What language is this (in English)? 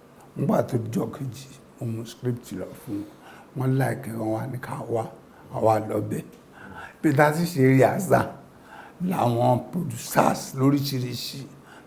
Yoruba